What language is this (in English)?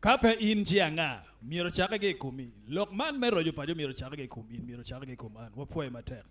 Acoli